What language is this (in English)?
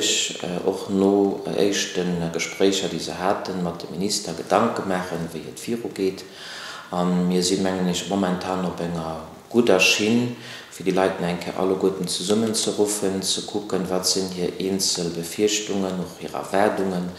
Luxembourgish